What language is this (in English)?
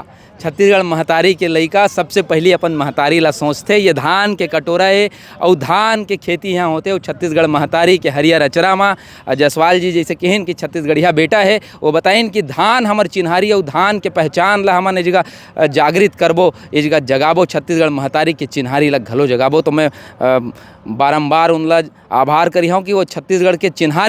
Chhattisgarhi